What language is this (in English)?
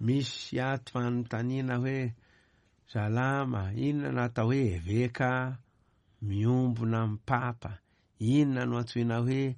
Malagasy